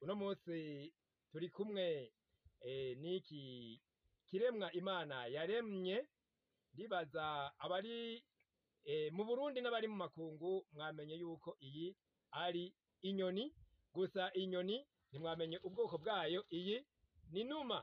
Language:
Rundi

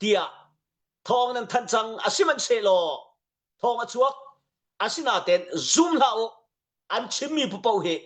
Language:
Hakha Chin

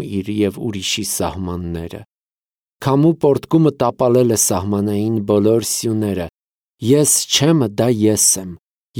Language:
Armenian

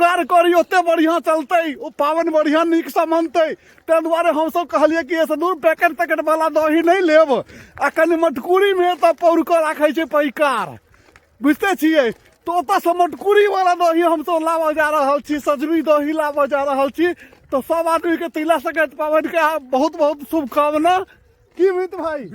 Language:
Maithili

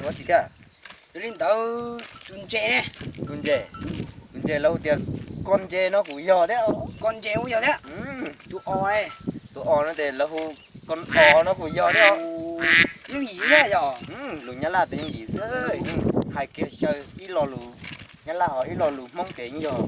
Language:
Hmong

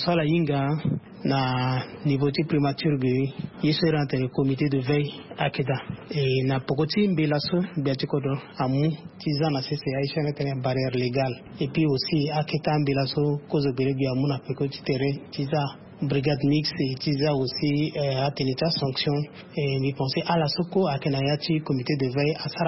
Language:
Sango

